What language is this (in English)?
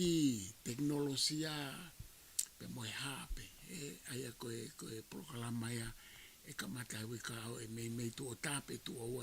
Tongan